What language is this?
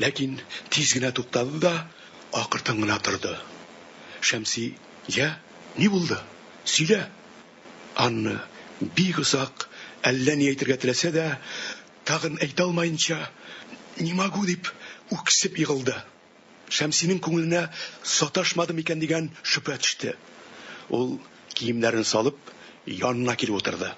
Tatar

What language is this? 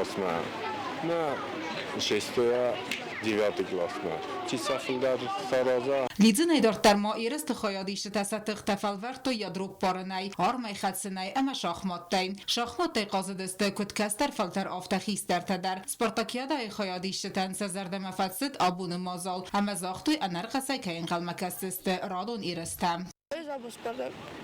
Ossetic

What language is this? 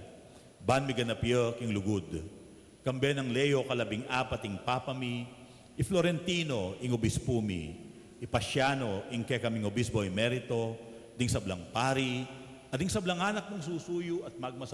Pampanga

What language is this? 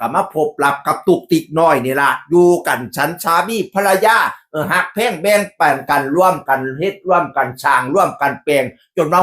Northeastern Thai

